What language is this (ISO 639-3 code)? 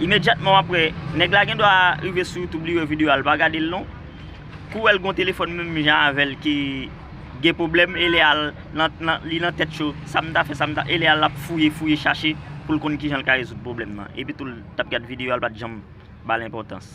hat